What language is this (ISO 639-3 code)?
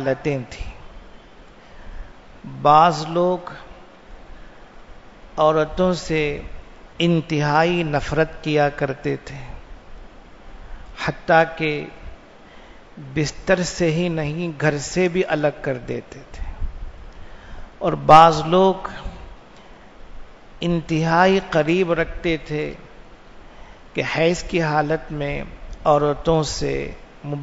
urd